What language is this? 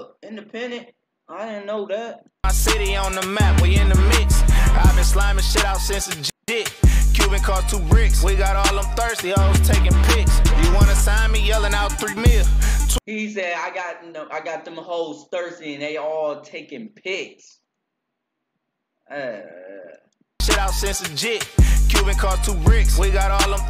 English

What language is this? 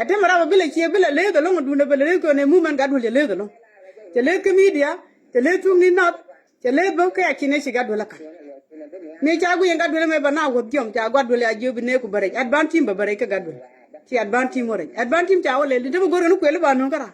Nuer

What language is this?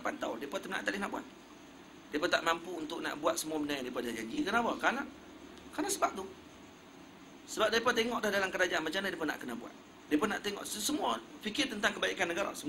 Malay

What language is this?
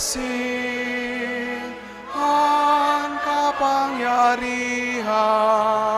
Bikol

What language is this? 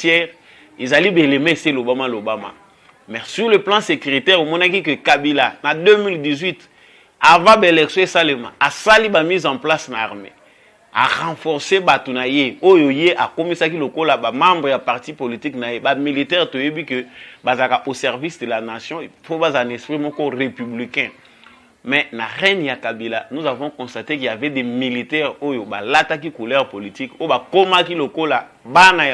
Lingala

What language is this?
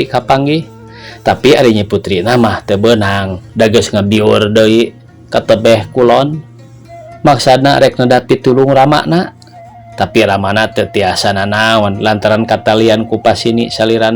Sundanese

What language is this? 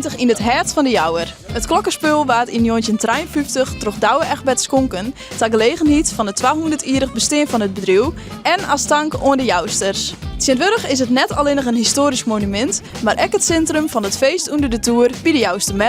Western Frisian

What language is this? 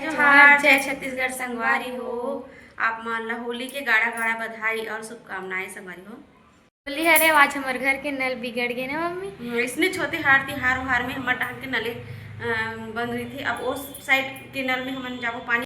Chhattisgarhi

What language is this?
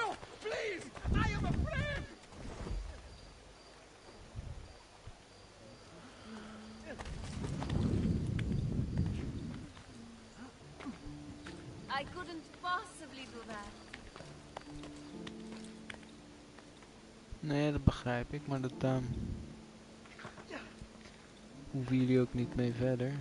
Dutch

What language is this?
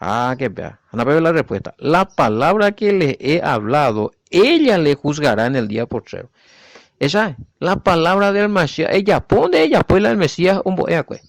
Guarani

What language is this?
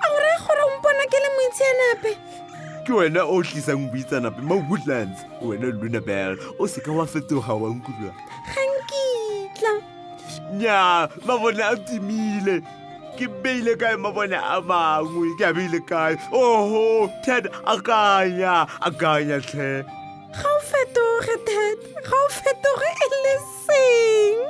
Tswana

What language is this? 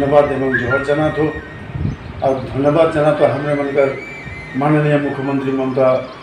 Sadri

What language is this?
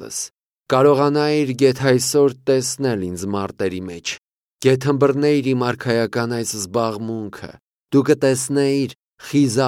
Armenian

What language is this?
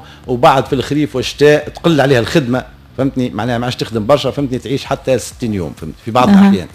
Tunisian Arabic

